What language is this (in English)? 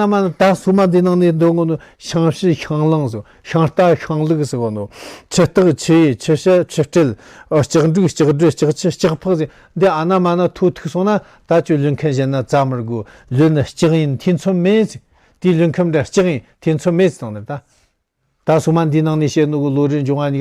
Tibetan